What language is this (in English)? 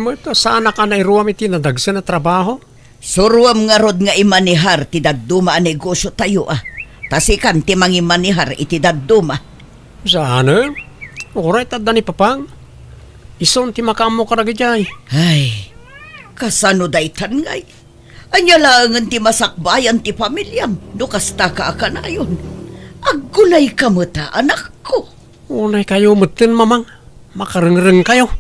Iloko